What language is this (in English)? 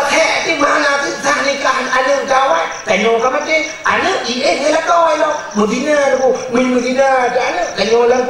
Achinese